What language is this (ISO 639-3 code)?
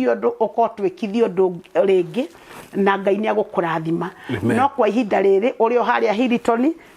kik